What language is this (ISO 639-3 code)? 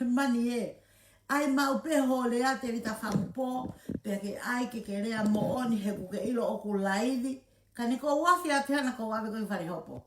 ton